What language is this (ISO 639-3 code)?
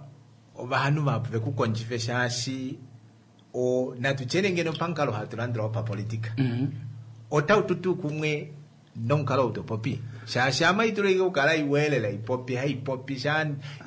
kua